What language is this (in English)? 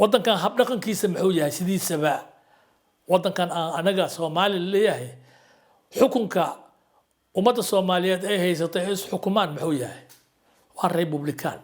Somali